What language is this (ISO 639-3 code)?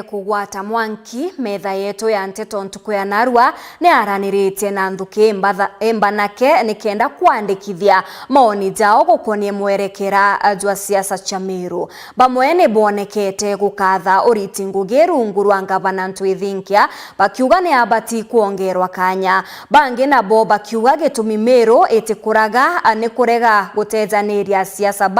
mer